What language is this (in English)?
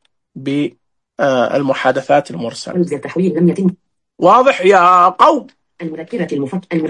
Najdi Arabic